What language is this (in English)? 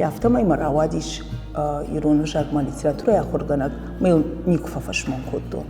Ossetic